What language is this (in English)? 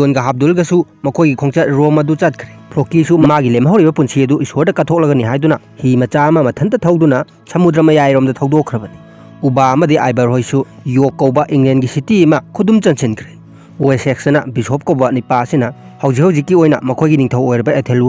Manipuri